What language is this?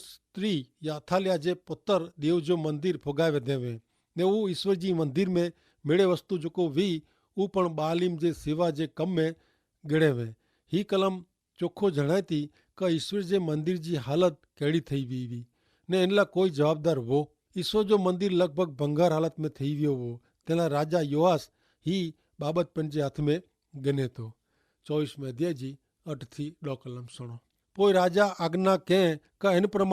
Kachhi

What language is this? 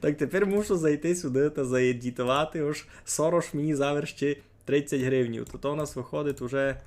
Rusyn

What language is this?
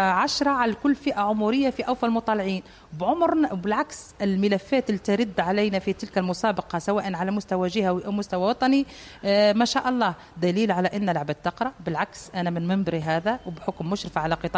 Tunisian Arabic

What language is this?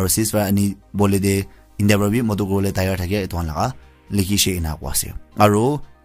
Naga Pidgin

